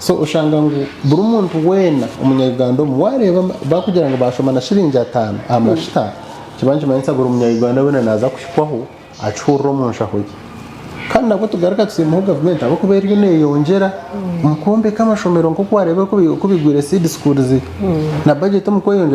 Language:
Nyankole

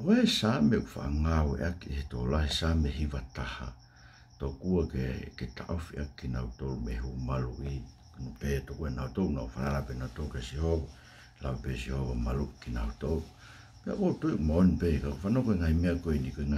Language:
Tongan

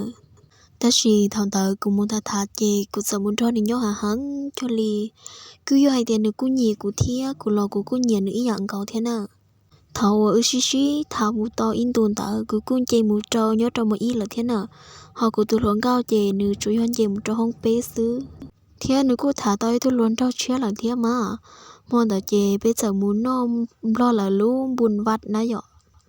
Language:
Hmong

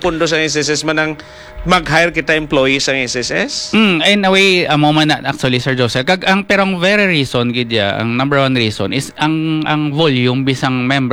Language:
Hiligaynon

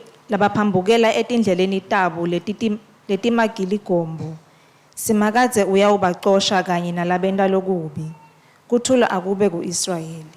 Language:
Swati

